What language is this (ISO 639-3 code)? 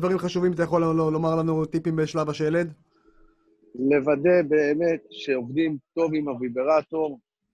heb